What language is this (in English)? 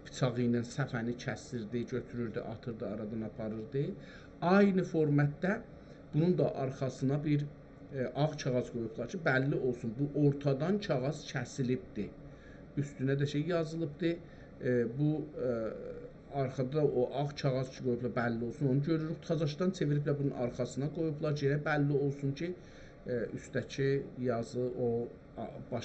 South Azerbaijani